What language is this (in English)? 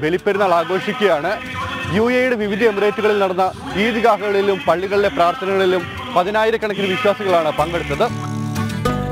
Malayalam